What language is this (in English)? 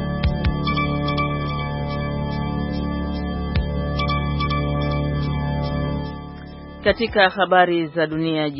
Swahili